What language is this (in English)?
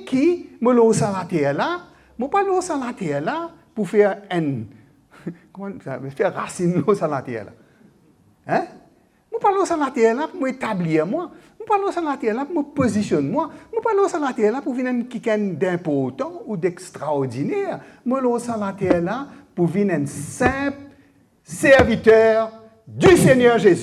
Morisyen